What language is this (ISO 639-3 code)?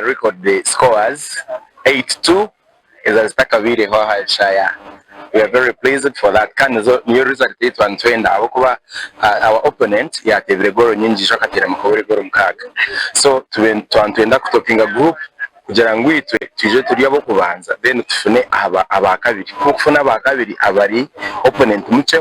nyn